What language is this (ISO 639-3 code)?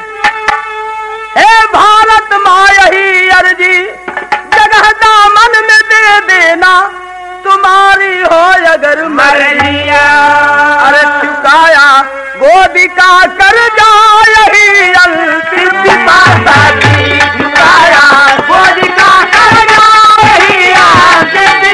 bho